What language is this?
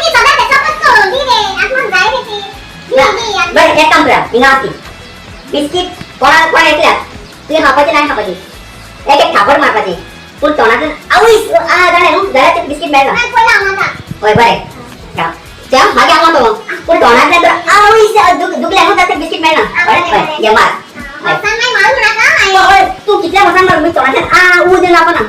Konkani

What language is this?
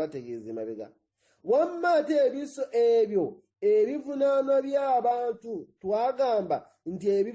Ganda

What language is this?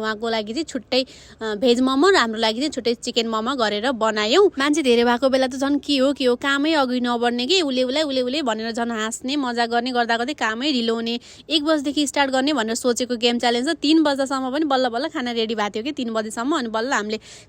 Nepali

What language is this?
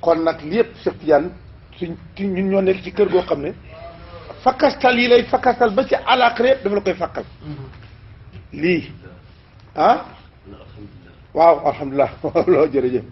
Wolof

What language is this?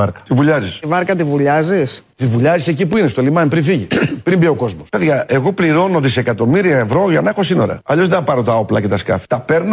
Greek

